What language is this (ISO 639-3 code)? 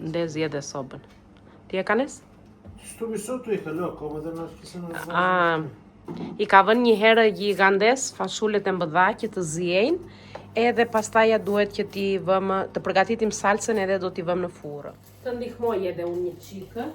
sqi